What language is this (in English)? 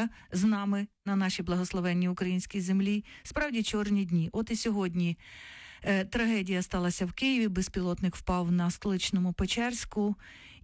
Ukrainian